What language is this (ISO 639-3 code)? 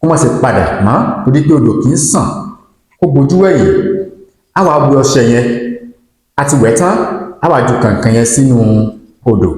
yor